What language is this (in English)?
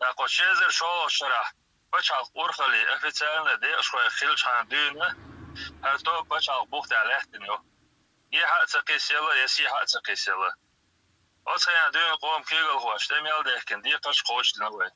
Chechen